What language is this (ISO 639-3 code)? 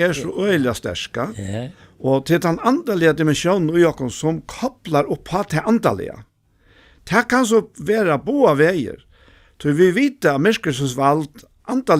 fao